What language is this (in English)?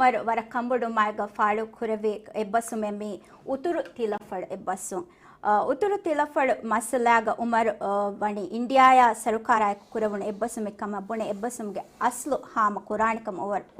Divehi